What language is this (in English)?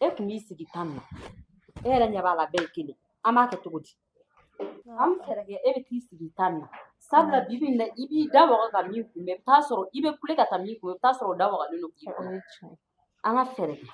Bambara